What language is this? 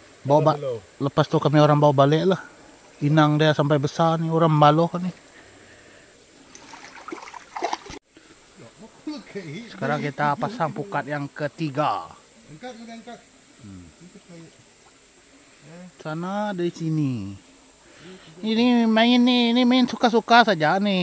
Malay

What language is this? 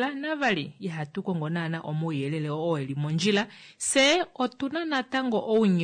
Kuanyama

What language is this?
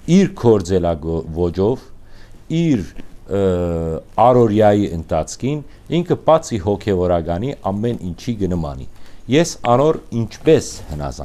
Western Armenian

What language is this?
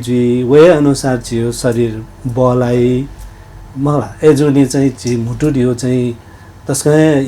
Newari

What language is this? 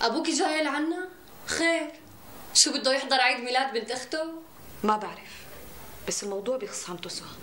North Levantine Arabic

